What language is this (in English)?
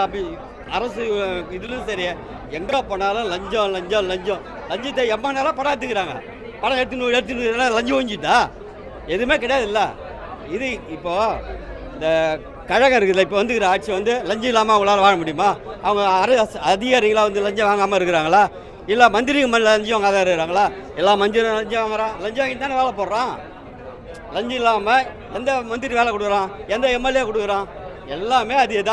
Tamil